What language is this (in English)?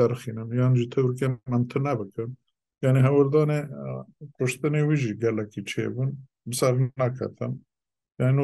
Kurdish